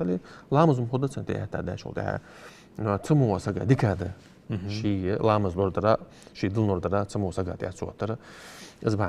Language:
Ingush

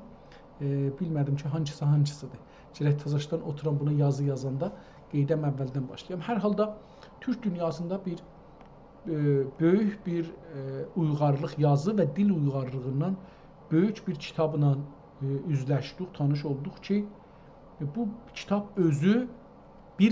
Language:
South Azerbaijani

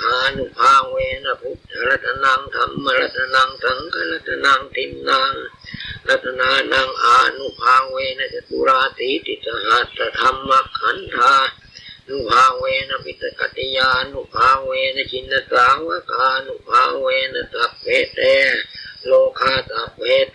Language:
Pali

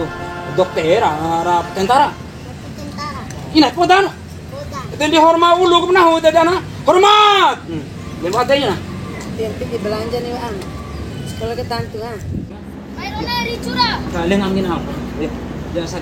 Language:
Bima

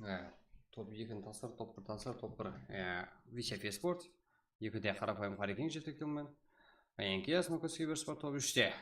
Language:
Kara-Kalpak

